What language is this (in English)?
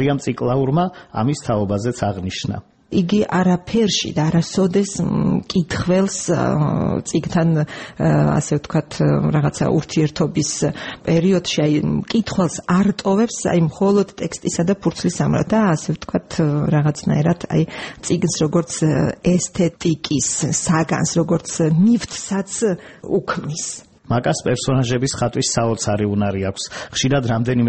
Georgian